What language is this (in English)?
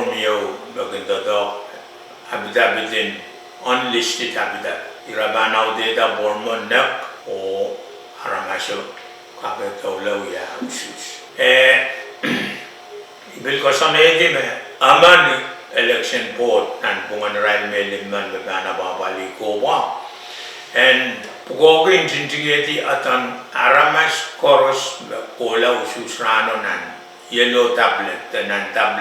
Pohnpeian